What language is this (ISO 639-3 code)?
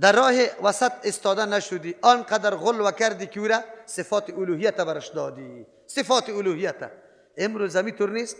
fas